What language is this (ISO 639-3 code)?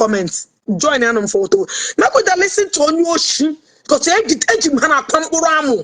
ibo